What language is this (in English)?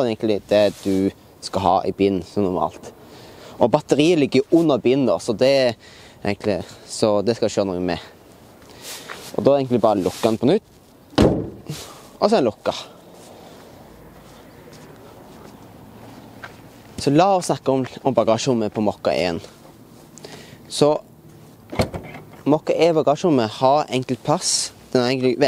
Norwegian